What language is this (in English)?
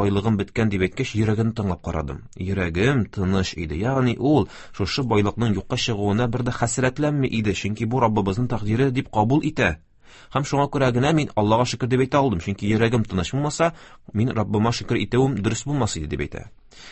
Tatar